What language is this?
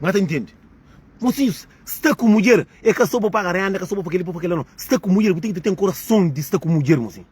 Kabuverdianu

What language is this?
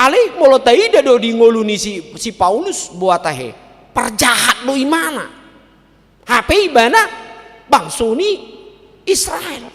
Batak Toba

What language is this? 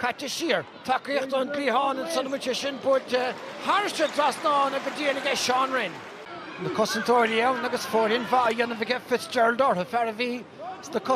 Irish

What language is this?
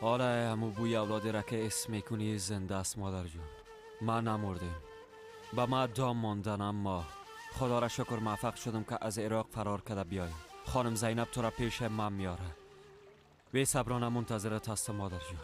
Persian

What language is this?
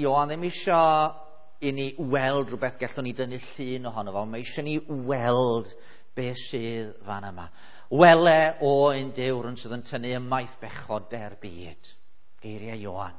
Welsh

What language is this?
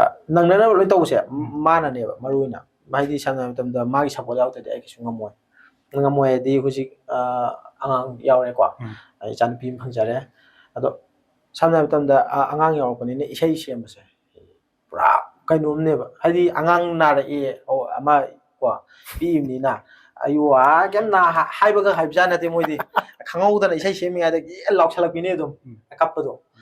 Manipuri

